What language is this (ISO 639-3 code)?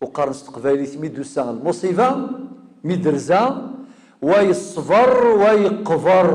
kab